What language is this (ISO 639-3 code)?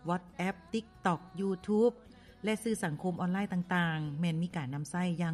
lao